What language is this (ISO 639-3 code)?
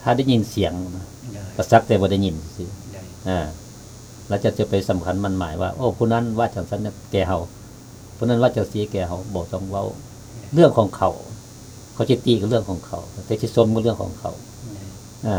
lao